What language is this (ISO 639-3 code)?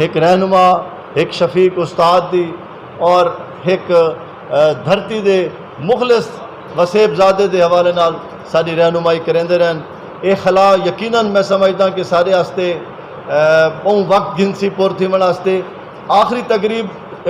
skr